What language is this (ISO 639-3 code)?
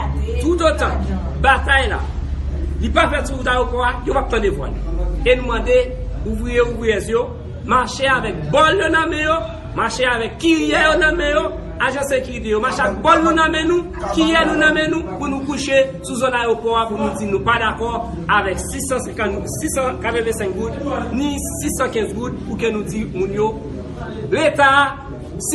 hat